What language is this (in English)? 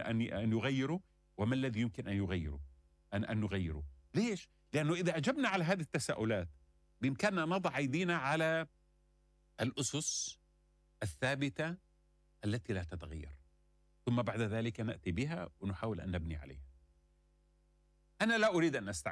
Arabic